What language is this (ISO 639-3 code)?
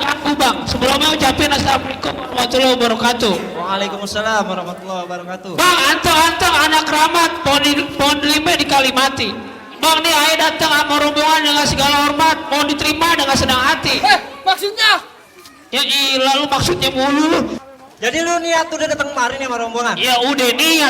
bew